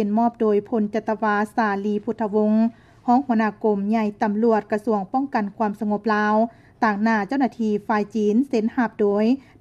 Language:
Lao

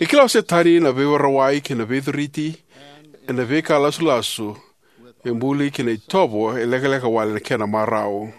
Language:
Fijian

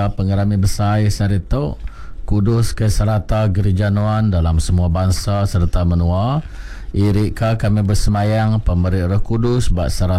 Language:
Iban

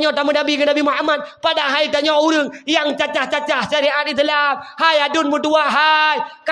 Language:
Achinese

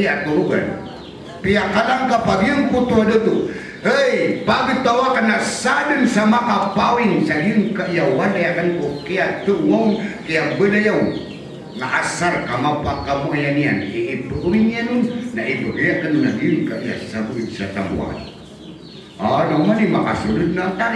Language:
Maranao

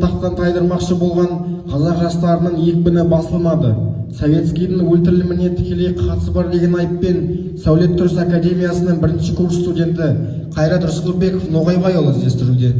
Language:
Kazakh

